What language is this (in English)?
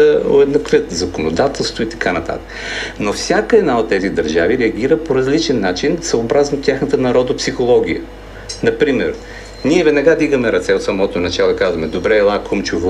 Bulgarian